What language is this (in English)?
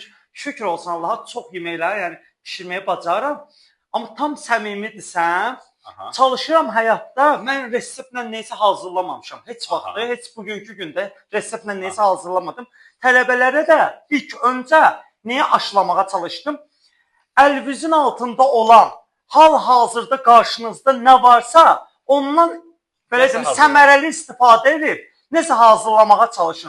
Azerbaijani